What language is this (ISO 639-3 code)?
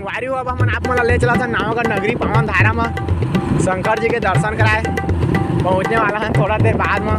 hne